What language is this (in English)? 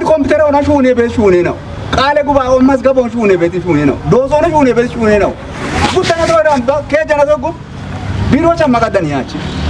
Kafa